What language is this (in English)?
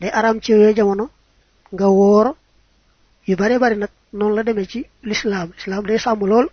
Wolof